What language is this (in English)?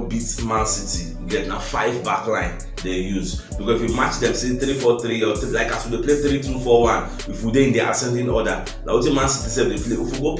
Nigerian Pidgin